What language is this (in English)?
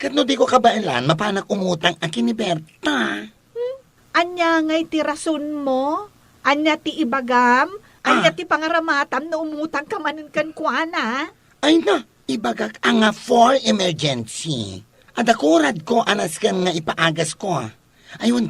Iloko